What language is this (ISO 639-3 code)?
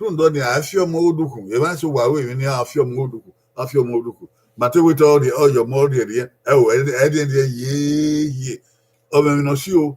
bin